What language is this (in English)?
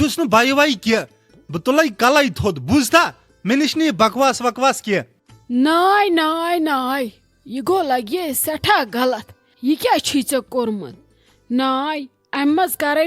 Kashmiri